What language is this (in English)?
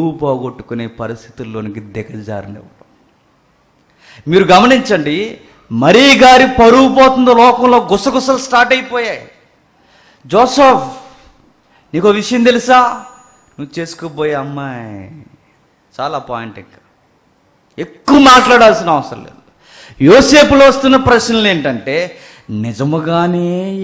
Telugu